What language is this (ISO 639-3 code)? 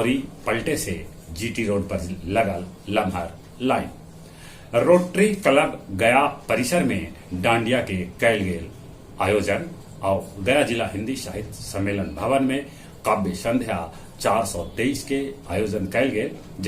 mag